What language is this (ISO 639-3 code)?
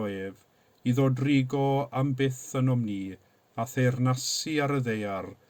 cym